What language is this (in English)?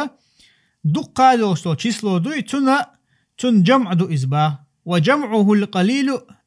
Chechen